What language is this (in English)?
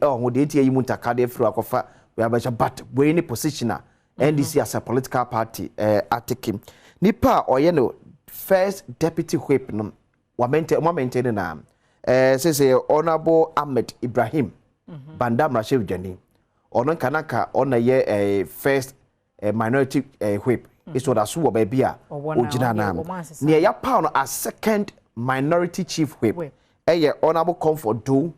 Akan